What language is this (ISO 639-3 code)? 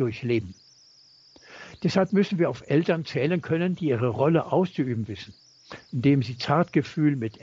deu